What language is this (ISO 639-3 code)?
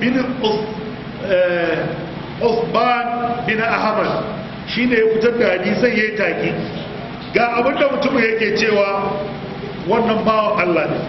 hau